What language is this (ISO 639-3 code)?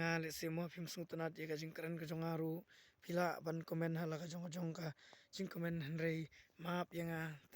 kha